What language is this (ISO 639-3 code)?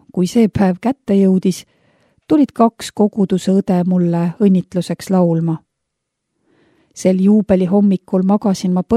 est